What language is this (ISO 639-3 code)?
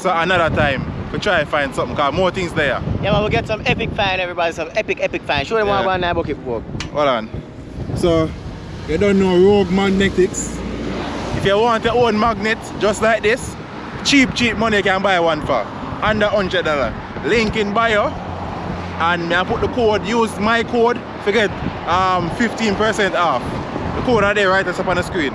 jam